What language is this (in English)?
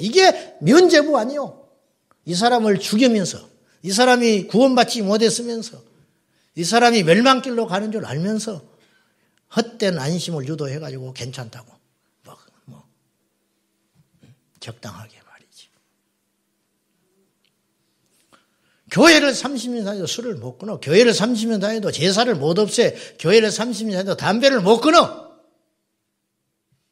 Korean